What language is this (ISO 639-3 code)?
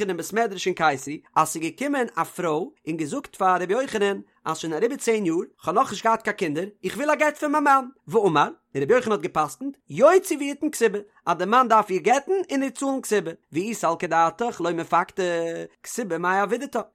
yid